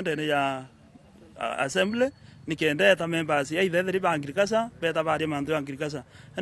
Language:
Meru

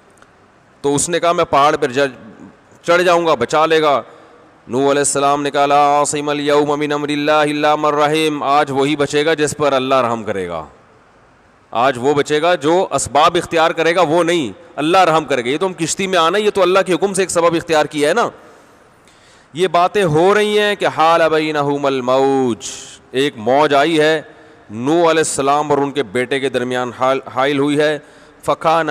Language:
Urdu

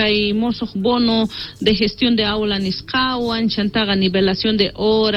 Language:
Quechua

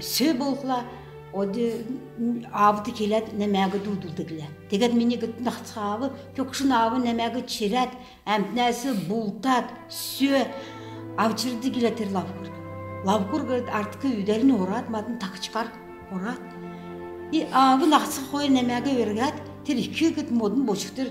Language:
Kalmyk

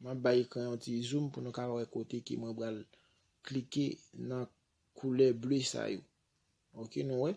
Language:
Haitian Creole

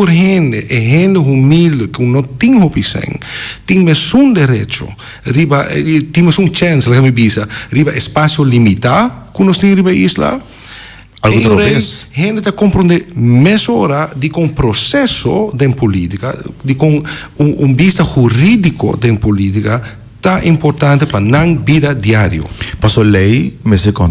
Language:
Papiamento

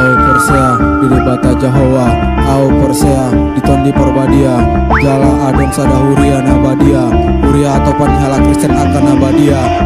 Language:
Batak Toba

